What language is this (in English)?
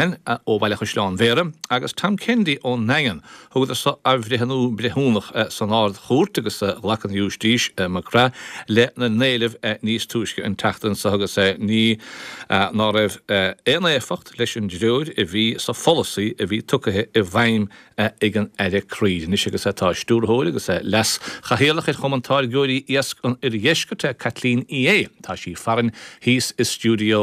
Irish